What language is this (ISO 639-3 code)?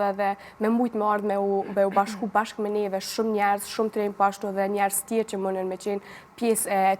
sqi